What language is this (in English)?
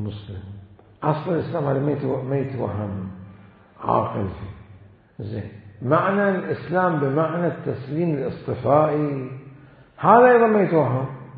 Mesopotamian Arabic